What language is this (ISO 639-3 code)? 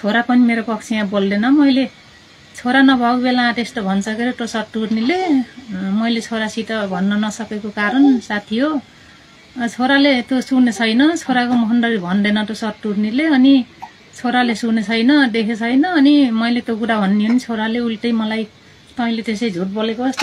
nep